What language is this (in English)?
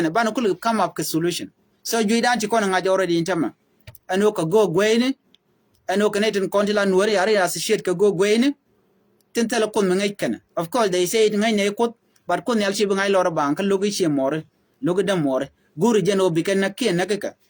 Nuer